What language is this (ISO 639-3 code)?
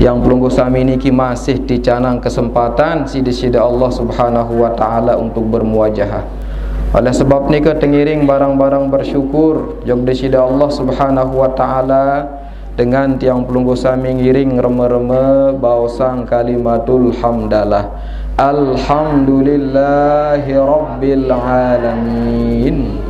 sas